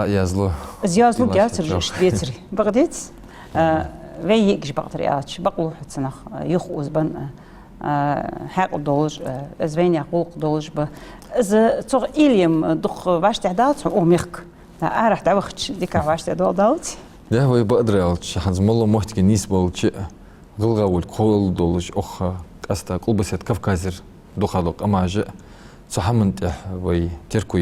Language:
Ingush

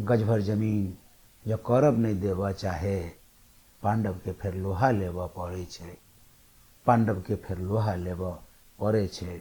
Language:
Maithili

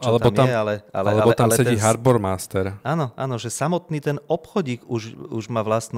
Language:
Slovak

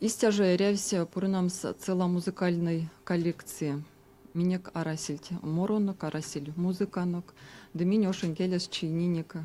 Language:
Erzya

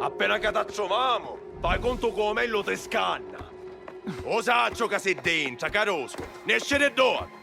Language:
Sicilian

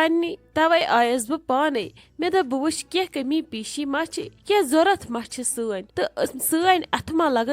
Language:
Kashmiri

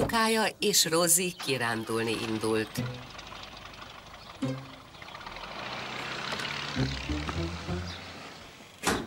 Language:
Hungarian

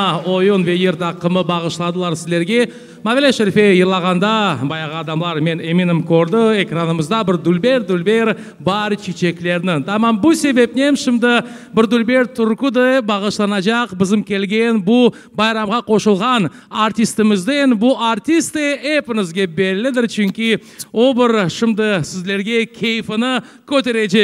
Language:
Crimean Tatar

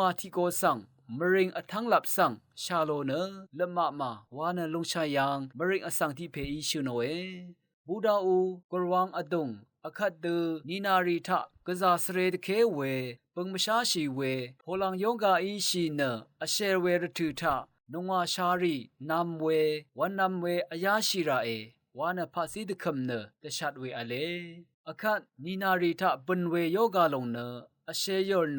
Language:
Rawang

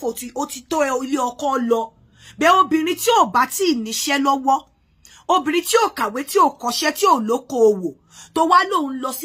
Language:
Yoruba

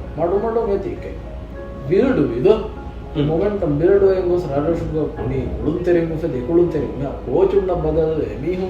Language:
Divehi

